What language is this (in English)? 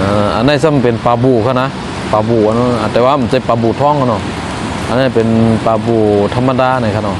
Shan